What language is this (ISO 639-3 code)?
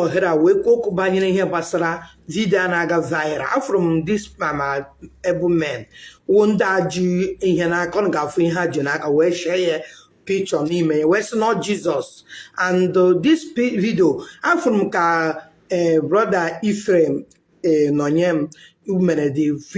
ibo